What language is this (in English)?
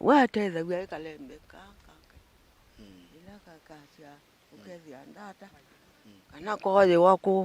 Kamba